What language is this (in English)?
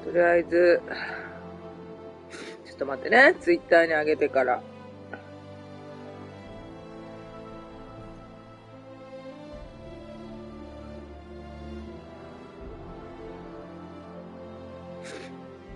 Japanese